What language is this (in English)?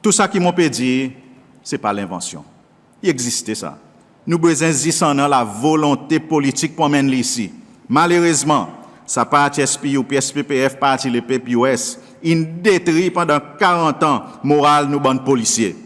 Seselwa Creole French